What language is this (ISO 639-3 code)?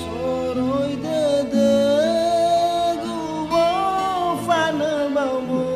nia